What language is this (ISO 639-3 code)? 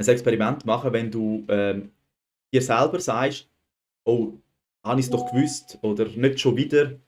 gsw